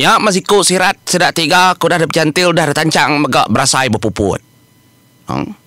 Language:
Iban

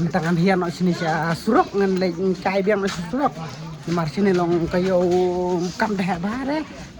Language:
Khasi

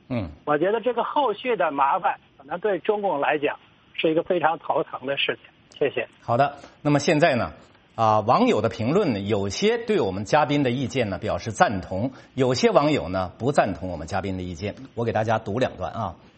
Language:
Chinese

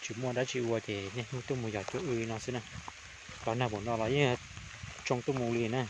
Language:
Hmong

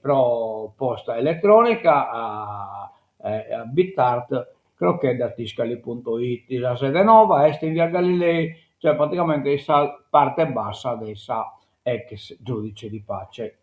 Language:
Sardinian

